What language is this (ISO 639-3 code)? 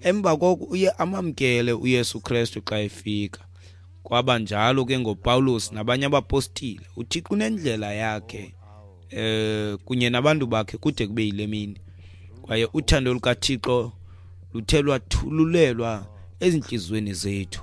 xho